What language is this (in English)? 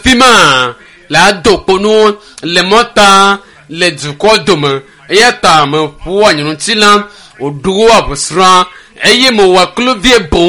Ewe